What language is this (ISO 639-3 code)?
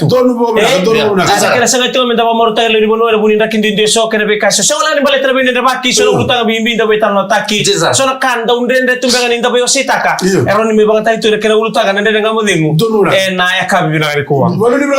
fij